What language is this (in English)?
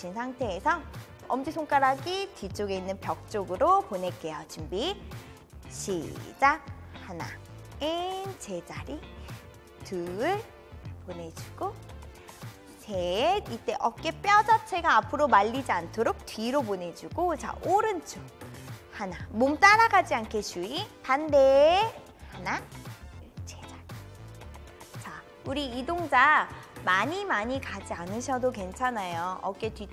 Korean